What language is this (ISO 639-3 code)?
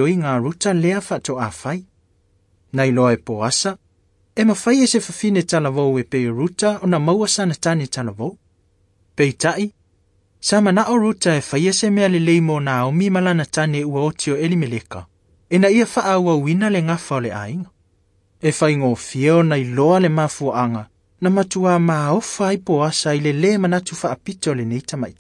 smo